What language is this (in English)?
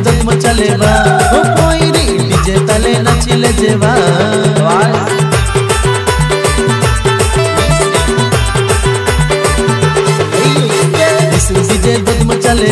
Bhojpuri